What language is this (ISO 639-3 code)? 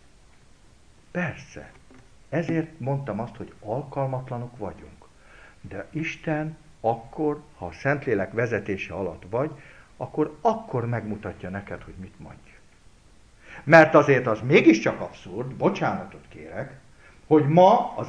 hun